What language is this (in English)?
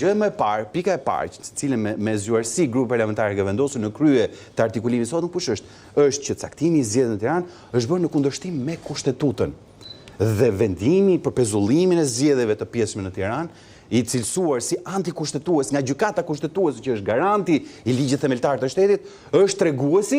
Albanian